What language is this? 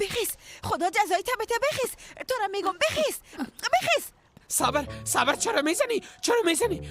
Persian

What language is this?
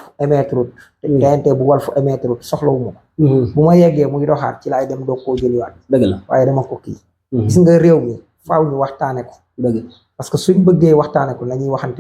Wolof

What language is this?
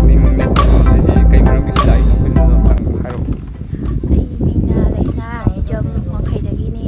Manipuri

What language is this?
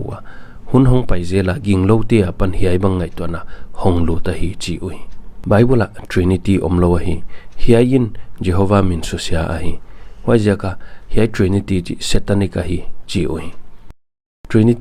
Paite Chin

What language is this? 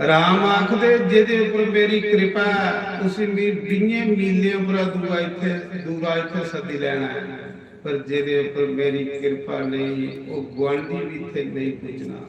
Dogri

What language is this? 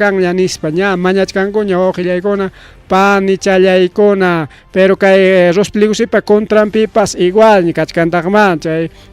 Ayacucho Quechua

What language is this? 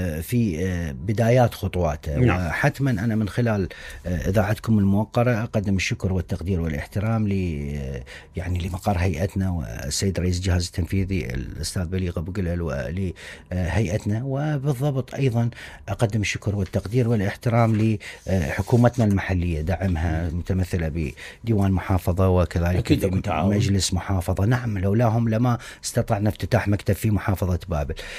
Mesopotamian Arabic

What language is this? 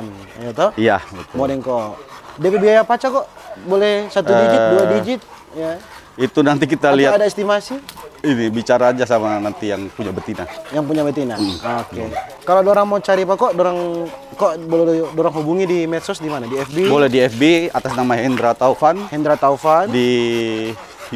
Manado Malay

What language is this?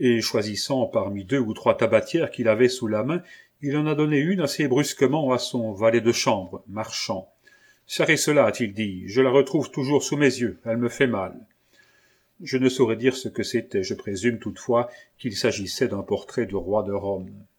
French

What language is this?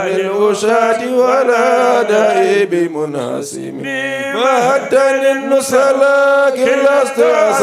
Fula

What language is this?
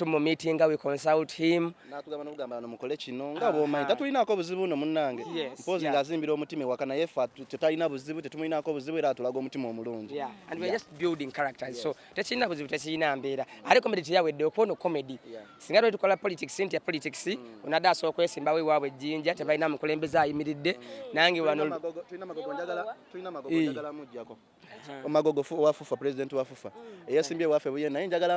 Ganda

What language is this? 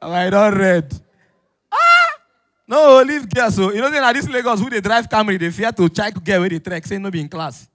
Nigerian Pidgin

